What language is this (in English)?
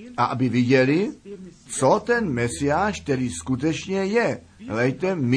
Czech